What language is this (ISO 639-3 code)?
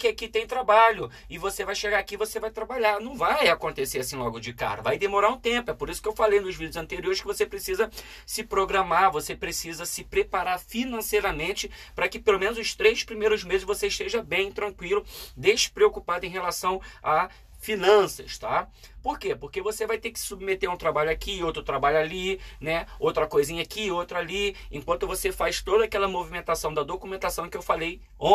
por